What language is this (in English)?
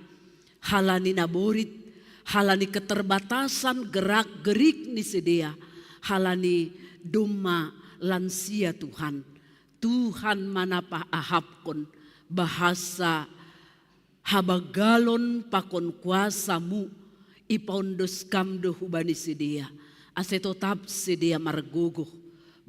Batak Simalungun